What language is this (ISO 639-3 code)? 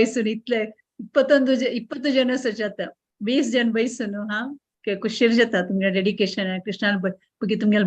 kok